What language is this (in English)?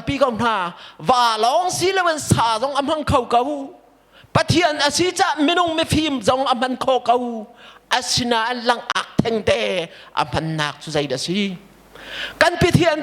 Hakha Chin